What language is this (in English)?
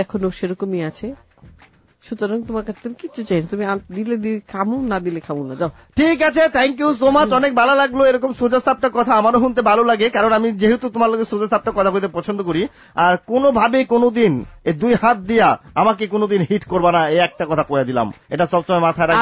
Bangla